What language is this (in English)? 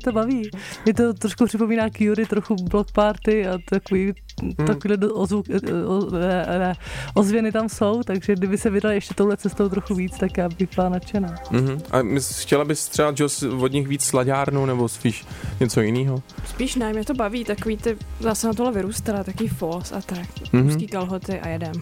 Czech